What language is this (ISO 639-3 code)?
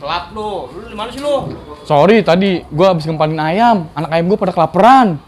bew